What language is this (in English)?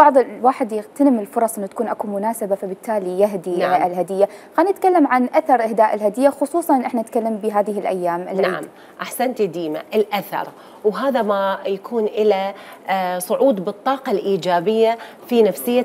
Mesopotamian Arabic